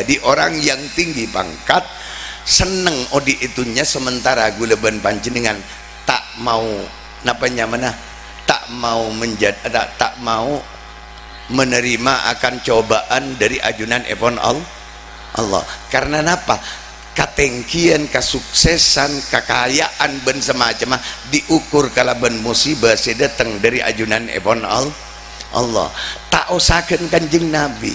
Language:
Madurese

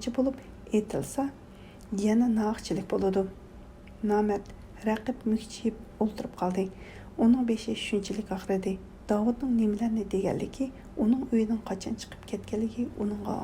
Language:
Uyghur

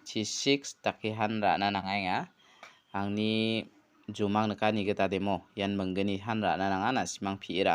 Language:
Garo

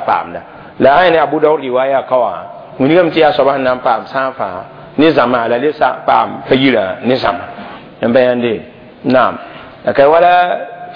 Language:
Mossi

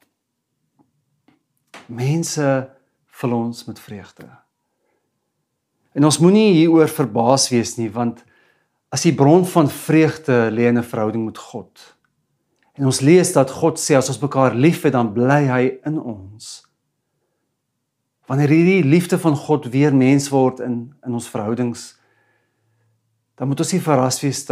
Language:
Afrikaans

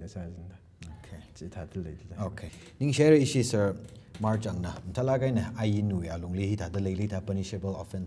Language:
Tangkhul Naga (India)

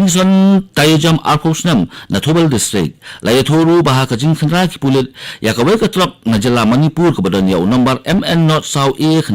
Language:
Khasi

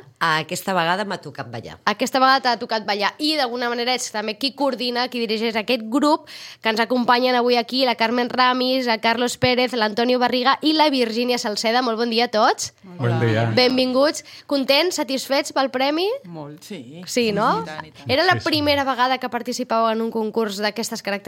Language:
Catalan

